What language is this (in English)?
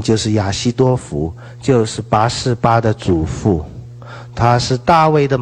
Chinese